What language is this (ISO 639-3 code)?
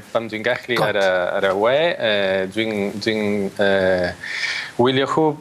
cym